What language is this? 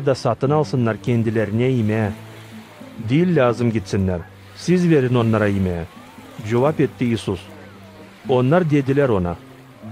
Gagauz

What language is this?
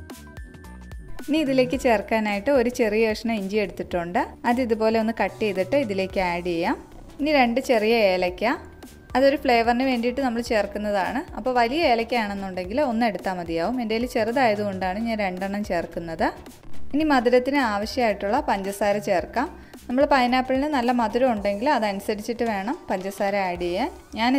Malayalam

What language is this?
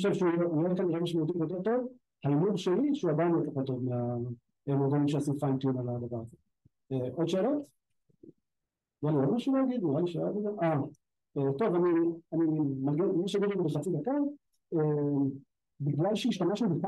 Hebrew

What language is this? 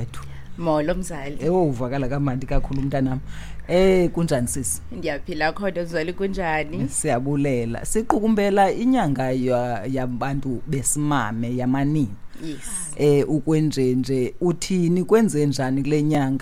Xhosa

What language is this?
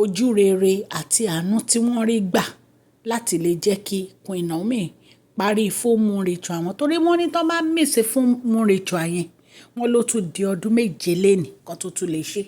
Yoruba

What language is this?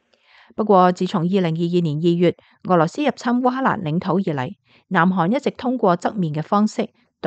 Cantonese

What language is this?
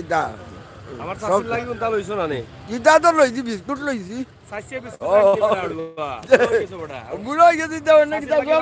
Sylheti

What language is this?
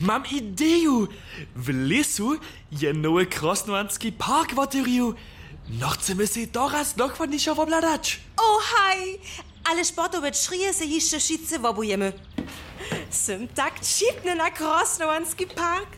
Upper Sorbian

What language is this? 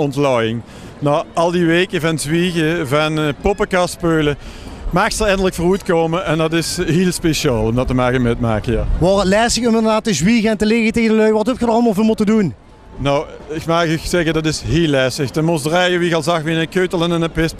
Limburgish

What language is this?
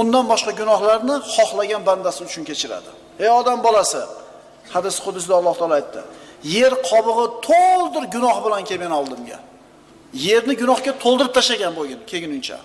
Uzbek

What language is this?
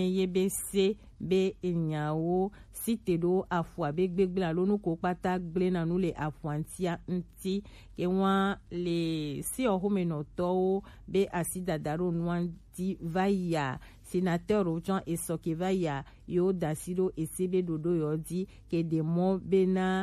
Gen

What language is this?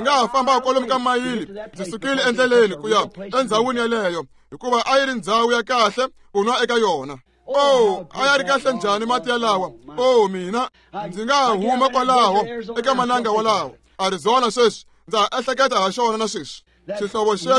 Tsonga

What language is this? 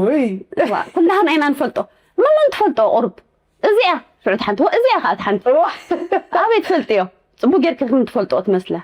Tigrinya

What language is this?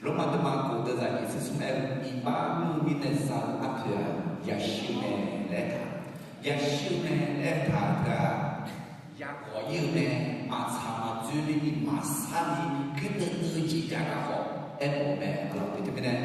Akha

